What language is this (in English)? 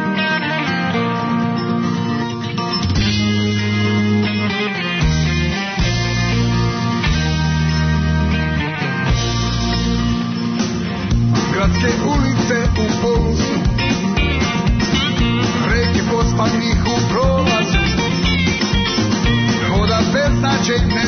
Serbian